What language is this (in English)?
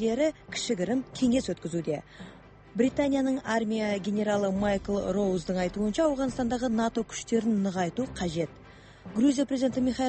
Kazakh